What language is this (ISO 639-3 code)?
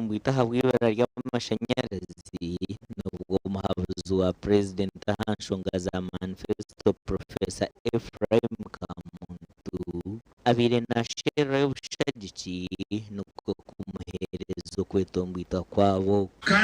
nyn